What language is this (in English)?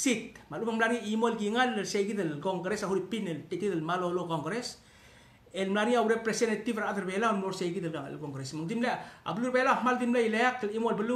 Palauan